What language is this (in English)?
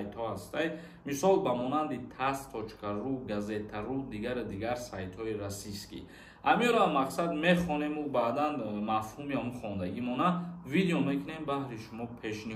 Tajik